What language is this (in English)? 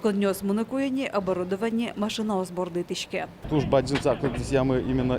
Udmurt